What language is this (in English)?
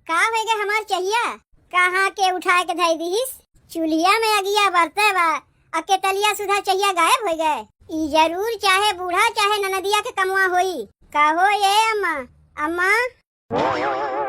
Awadhi